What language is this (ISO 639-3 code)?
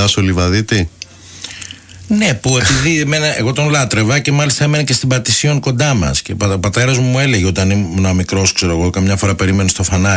ell